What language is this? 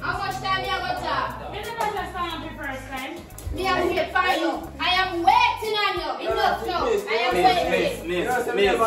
Jamaican Creole English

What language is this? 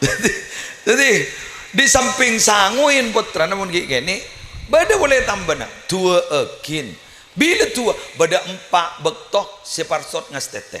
Madurese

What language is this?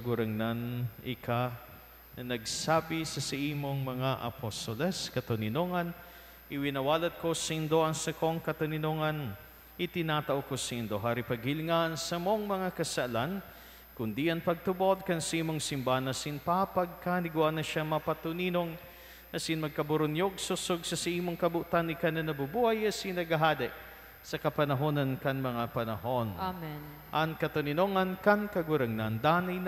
Bikol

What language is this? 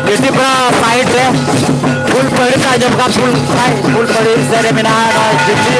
Santali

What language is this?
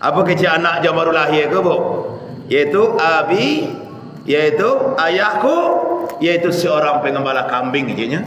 Minangkabau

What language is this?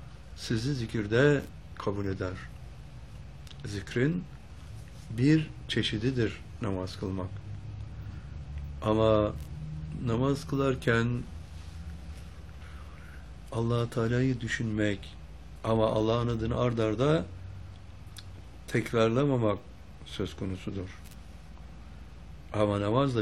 Turkish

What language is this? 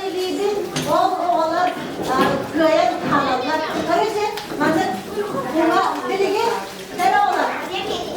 Yakut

